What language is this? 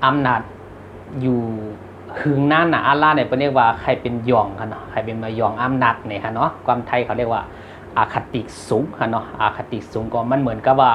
Shan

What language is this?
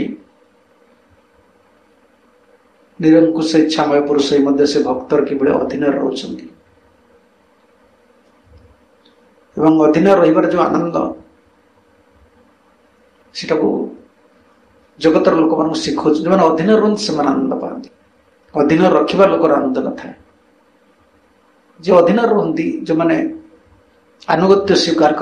Odia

